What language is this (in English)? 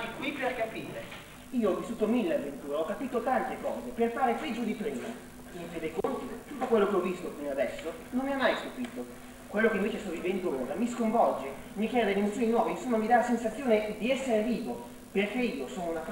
Italian